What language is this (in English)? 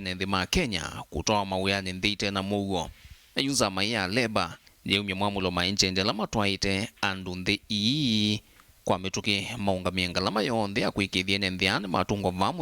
Kamba